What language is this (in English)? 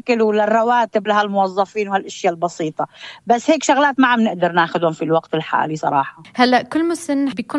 North Levantine Arabic